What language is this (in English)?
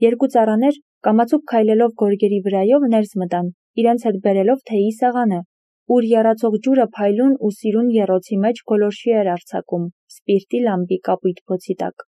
Armenian